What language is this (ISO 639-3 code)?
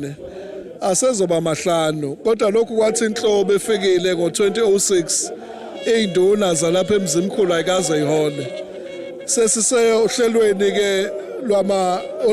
zul